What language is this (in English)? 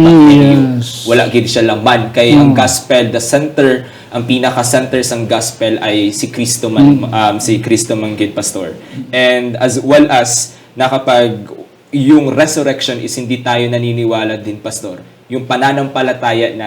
Hiligaynon